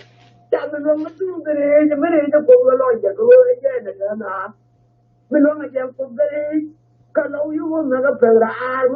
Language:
Nuer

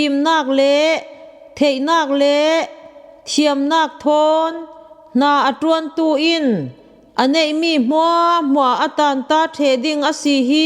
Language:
Falam Chin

